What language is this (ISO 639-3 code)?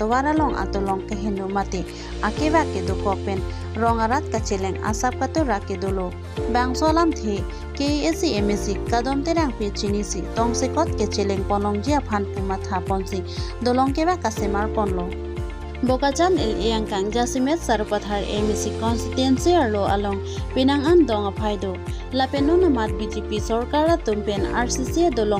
mjw